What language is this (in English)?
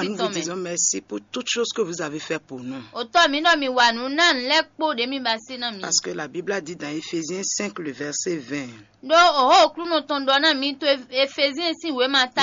Fon